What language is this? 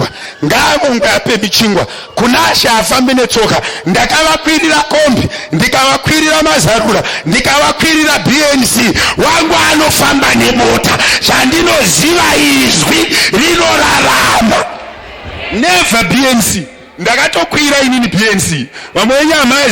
Shona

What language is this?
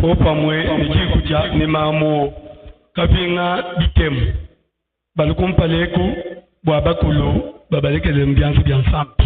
Luba-Lulua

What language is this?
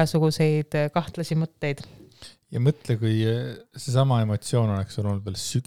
Estonian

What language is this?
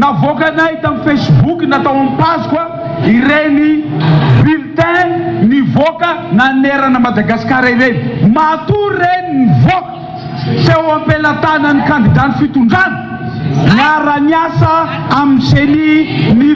Malagasy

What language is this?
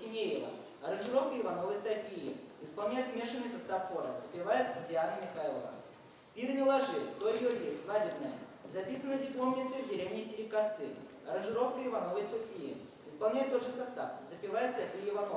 Chuvash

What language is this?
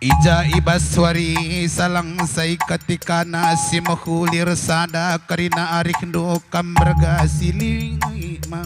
Batak Karo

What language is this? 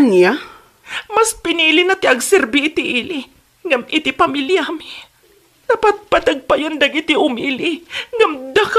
Iloko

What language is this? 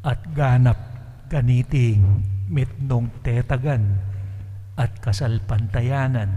Pampanga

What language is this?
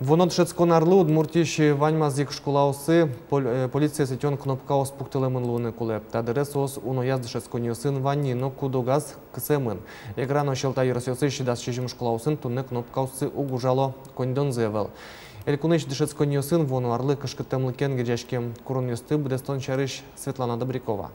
Udmurt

